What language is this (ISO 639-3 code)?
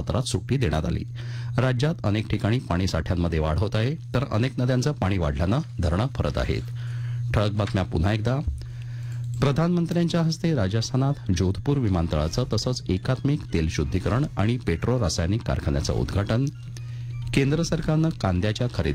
mar